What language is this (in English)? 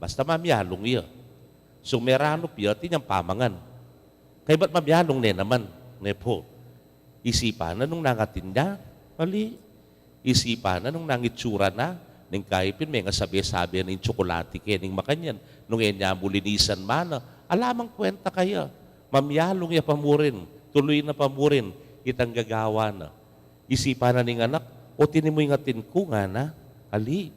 Pampanga